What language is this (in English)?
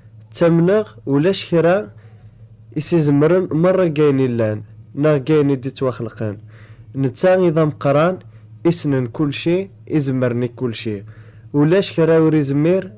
Kabyle